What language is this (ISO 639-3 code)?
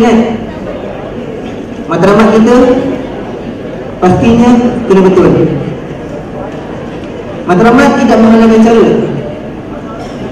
msa